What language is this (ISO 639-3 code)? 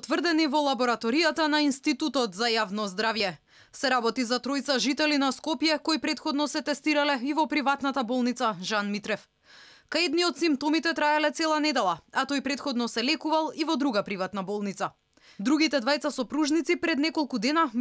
mkd